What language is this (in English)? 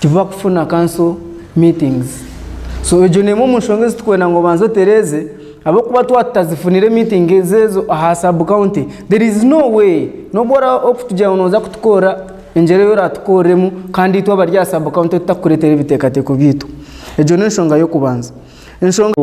Nyankole